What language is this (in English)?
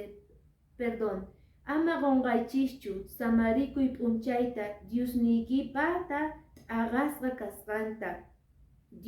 Quechua